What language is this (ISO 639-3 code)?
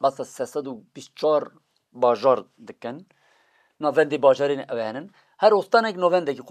kur